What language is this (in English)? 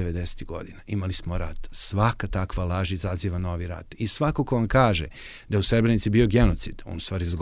Serbian